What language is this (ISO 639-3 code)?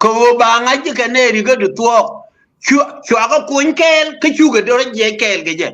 nus